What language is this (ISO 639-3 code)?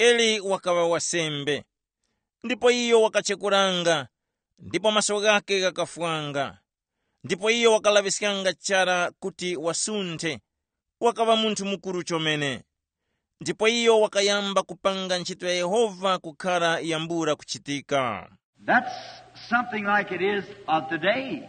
tum